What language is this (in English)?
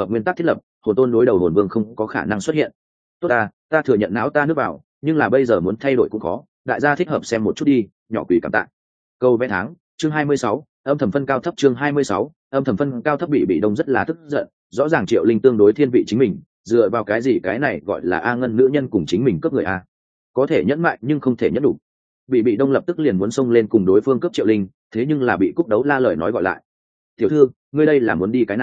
Vietnamese